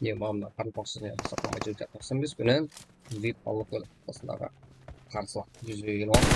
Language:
Kara-Kalpak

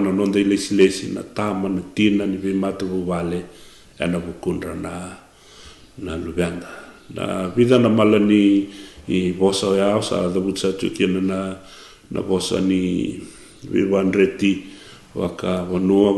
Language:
Fijian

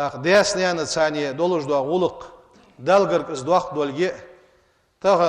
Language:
Ingush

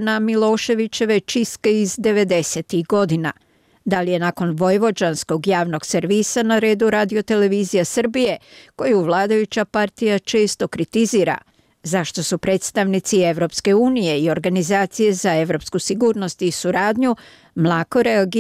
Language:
Bosnian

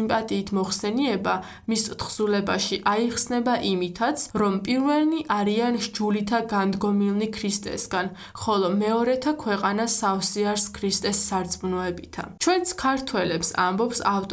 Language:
Georgian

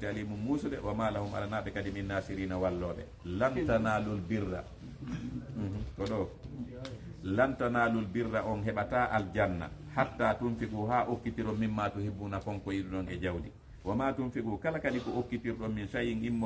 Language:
Fula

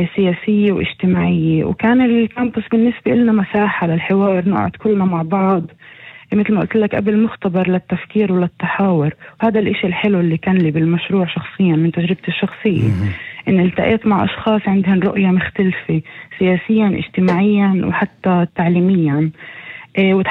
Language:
North Levantine Arabic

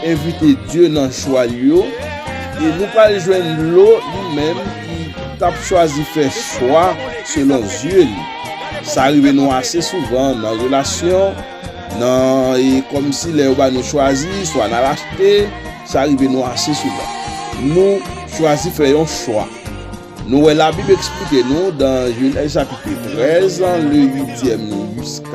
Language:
Haitian Creole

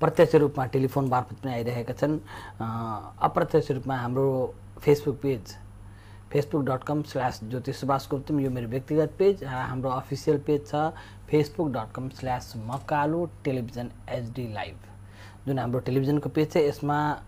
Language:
Nepali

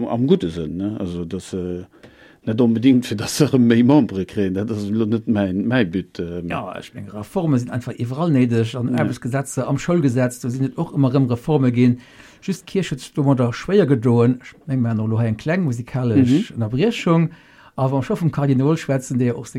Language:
Luxembourgish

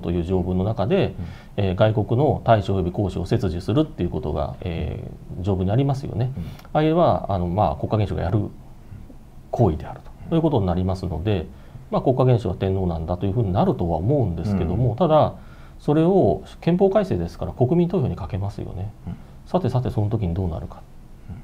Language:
Japanese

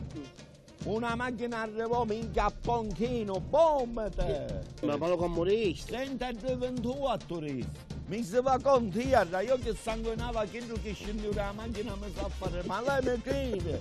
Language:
Italian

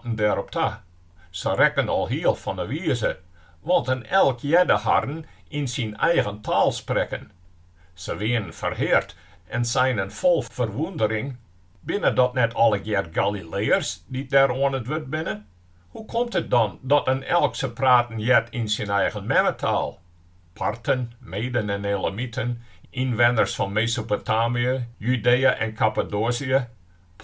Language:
Western Frisian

